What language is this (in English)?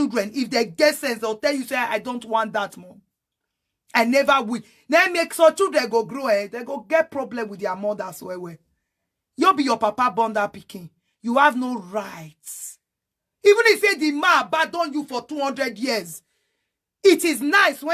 Nigerian Pidgin